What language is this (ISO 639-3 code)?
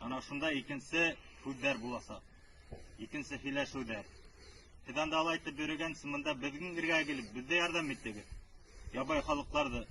bak